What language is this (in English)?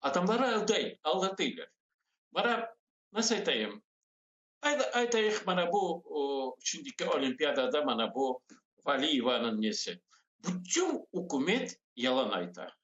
Crimean Tatar